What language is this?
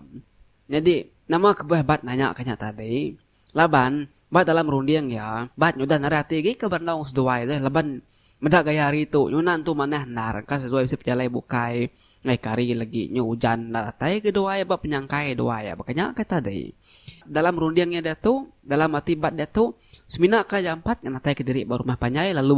Iban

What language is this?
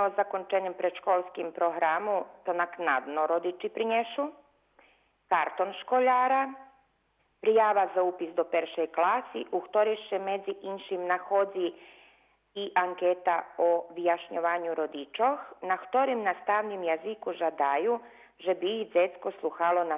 Rusyn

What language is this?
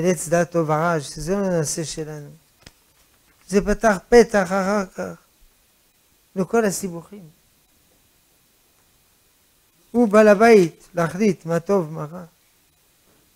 Hebrew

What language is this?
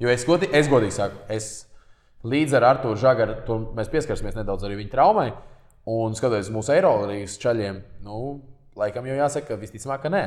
Latvian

